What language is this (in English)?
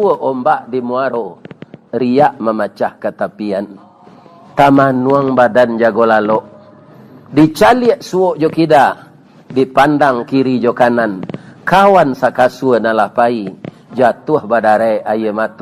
Minangkabau